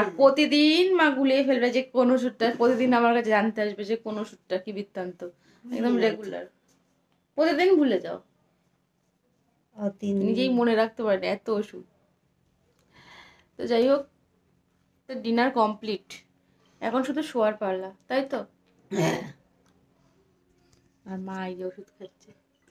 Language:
Bangla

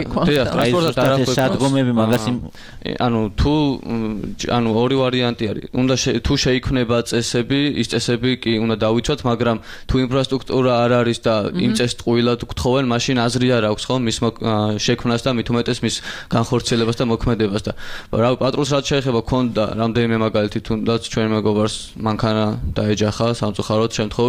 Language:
Georgian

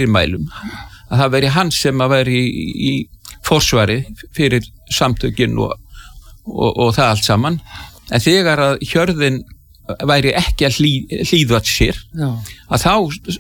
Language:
Icelandic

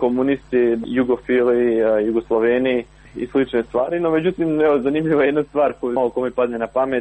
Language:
Croatian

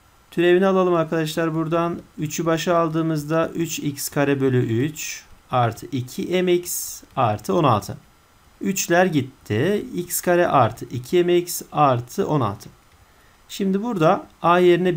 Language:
Turkish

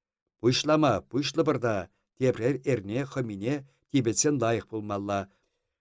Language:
Chuvash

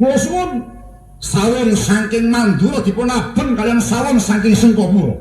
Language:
Javanese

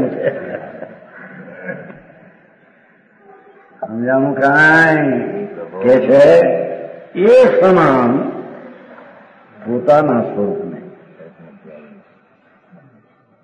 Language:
Gujarati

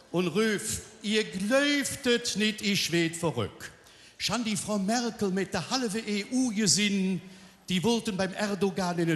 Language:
Colognian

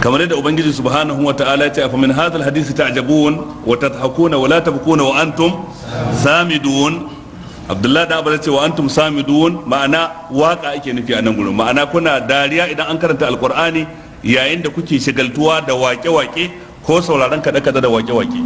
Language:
Hausa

